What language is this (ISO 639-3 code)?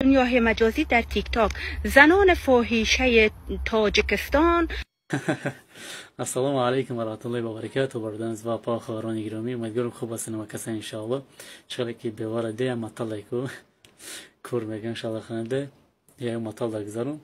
tgk